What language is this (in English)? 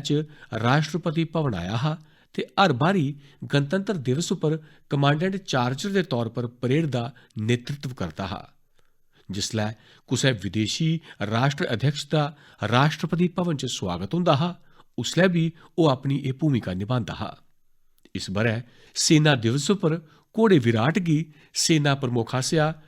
Dogri